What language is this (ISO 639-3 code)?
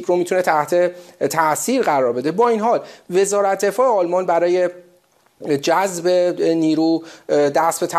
fas